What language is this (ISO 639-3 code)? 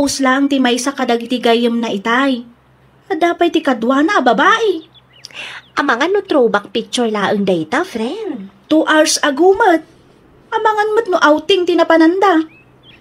ilo